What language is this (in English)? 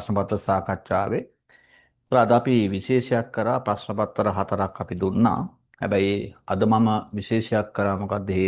Sinhala